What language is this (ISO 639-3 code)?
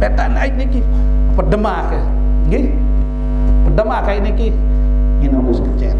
sas